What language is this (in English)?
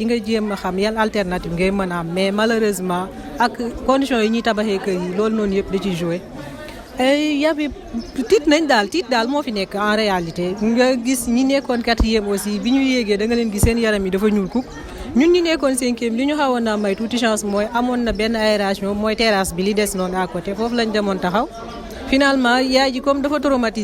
Wolof